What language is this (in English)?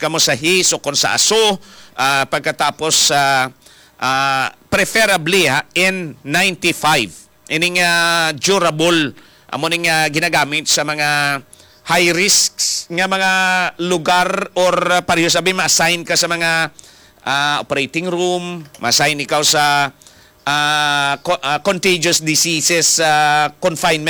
Hiligaynon